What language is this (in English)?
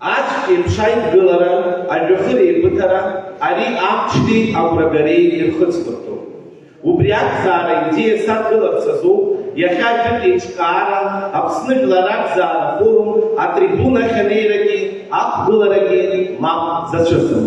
Abkhazian